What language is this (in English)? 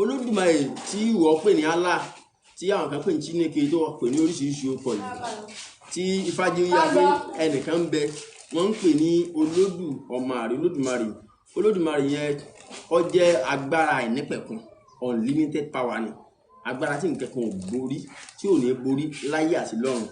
Yoruba